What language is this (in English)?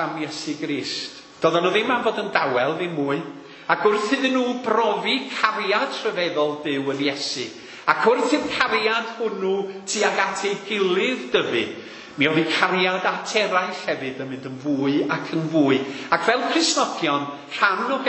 Welsh